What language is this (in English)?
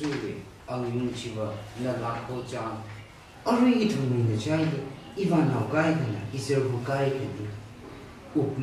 Tangkhul Naga (India)